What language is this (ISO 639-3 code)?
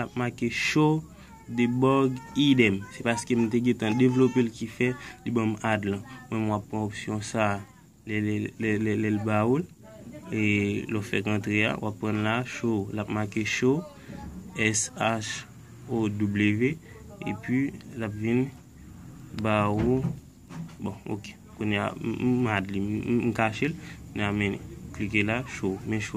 hat